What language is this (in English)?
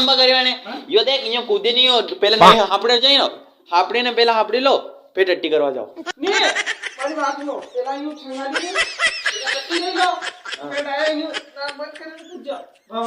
Rajasthani